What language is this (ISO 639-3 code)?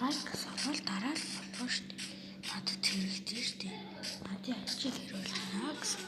mon